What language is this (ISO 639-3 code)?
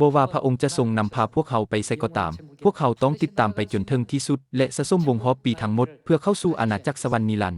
lao